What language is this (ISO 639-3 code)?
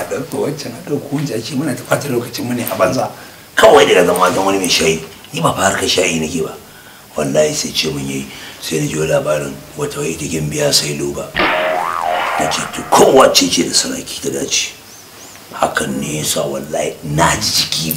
hau